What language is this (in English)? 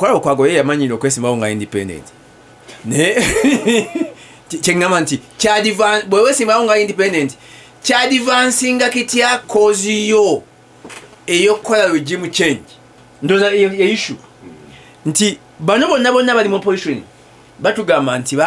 Ganda